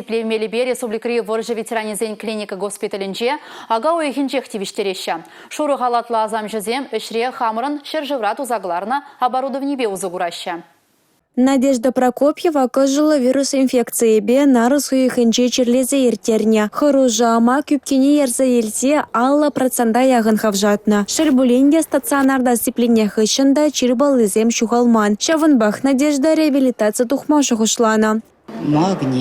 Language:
Chuvash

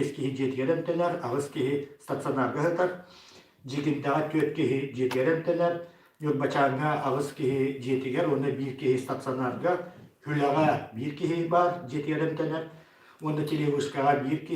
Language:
Yakut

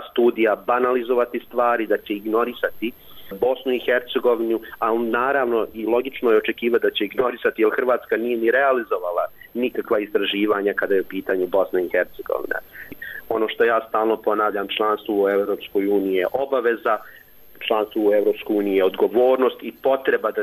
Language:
Bosnian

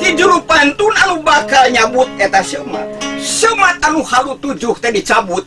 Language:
Sundanese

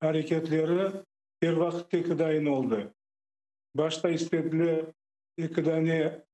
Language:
Crimean Tatar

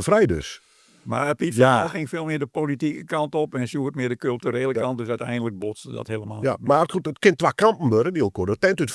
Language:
Western Frisian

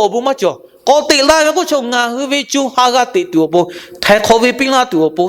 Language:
Lahu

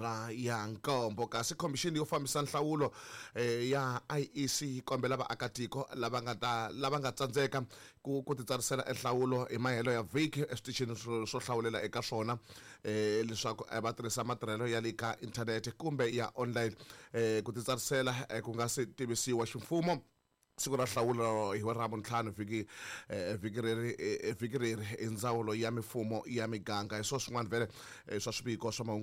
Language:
Tsonga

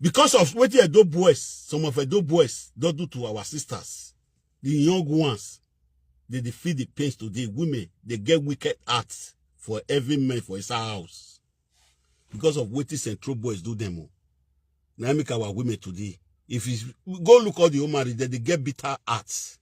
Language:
Nigerian Pidgin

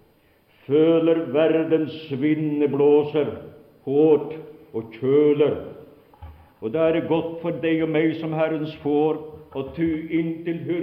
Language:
Norwegian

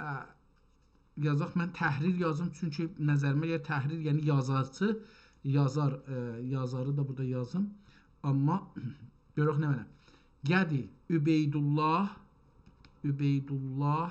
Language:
South Azerbaijani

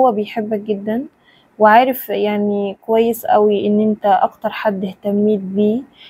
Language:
Egyptian Arabic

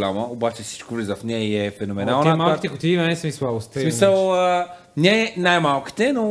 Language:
Bulgarian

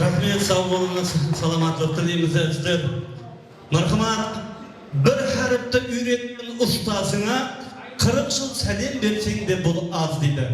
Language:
Kara-Kalpak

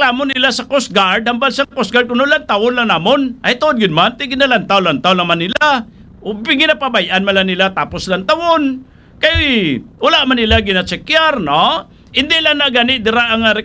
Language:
Hiligaynon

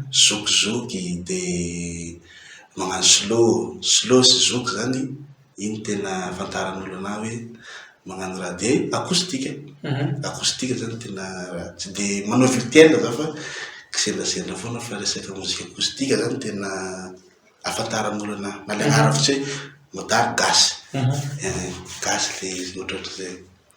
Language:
Malagasy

